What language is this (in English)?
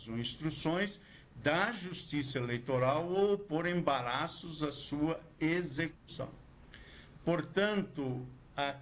Portuguese